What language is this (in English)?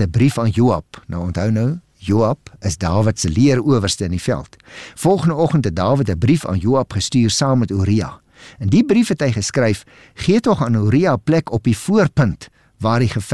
Afrikaans